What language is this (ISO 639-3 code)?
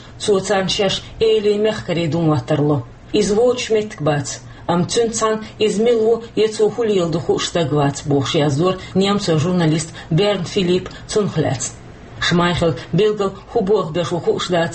che